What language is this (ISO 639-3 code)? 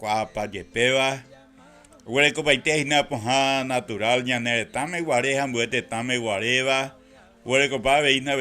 grn